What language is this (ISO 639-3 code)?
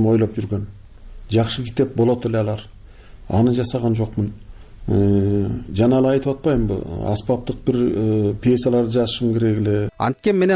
kir